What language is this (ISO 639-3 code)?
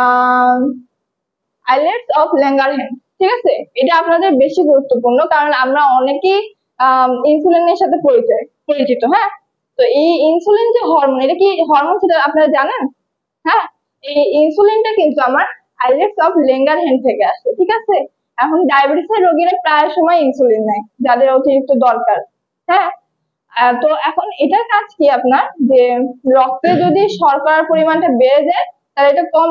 ben